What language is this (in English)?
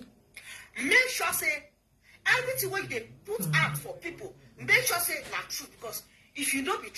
Nigerian Pidgin